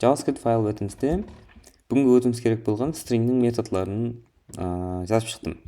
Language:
Kara-Kalpak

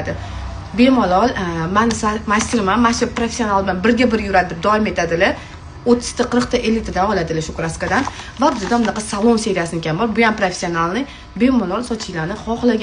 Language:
Uzbek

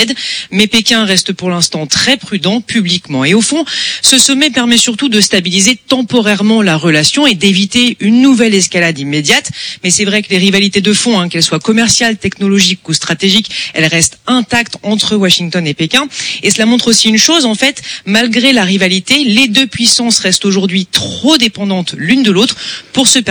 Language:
French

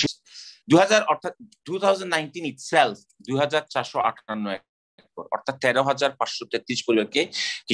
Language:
Bangla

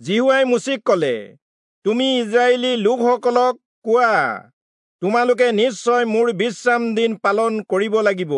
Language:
Assamese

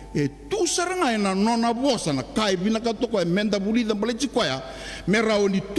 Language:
Fijian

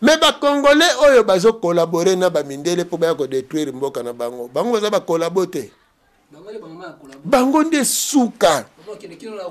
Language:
Lingala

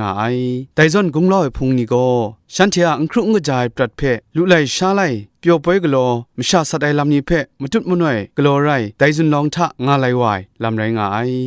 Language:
Kachin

